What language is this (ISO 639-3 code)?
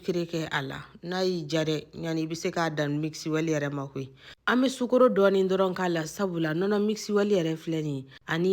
bam